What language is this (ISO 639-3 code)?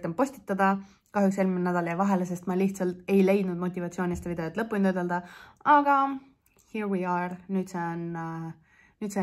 est